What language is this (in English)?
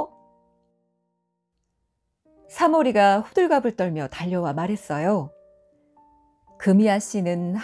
Korean